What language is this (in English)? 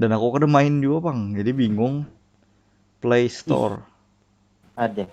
Banjar